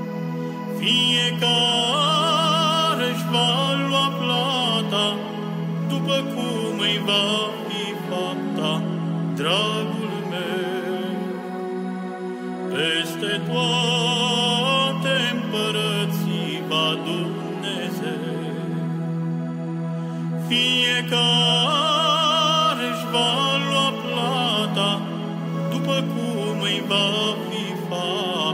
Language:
Romanian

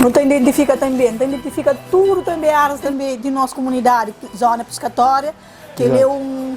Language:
Kabuverdianu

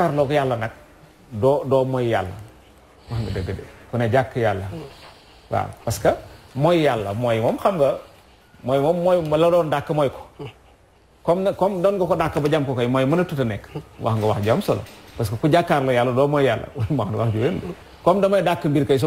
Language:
Wolof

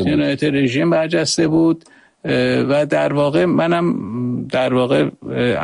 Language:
Persian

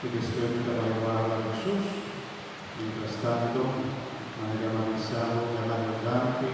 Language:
Papiamento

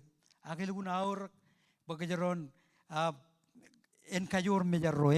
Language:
Marshallese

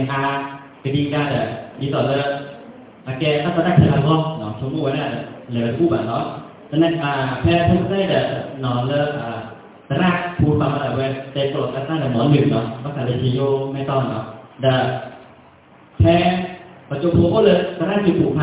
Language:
Thai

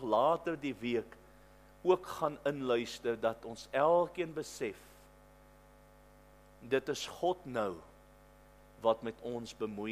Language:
Afrikaans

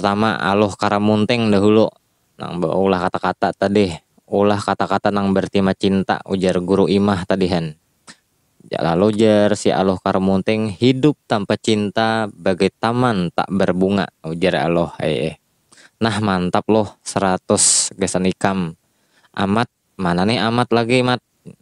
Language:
Banjar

